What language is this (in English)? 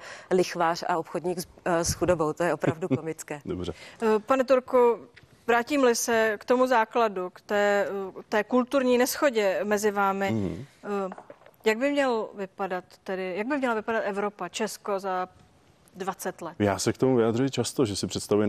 Czech